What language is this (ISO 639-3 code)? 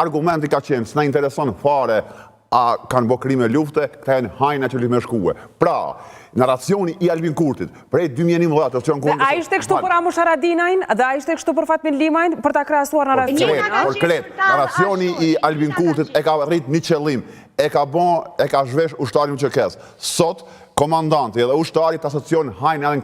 sqi